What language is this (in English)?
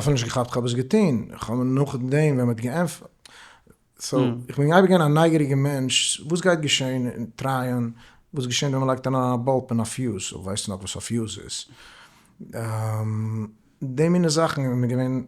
Yiddish